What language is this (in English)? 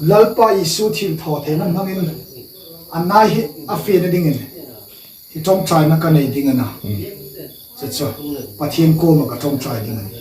Hmar